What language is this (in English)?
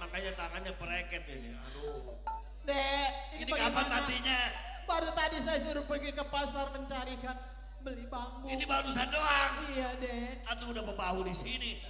Betawi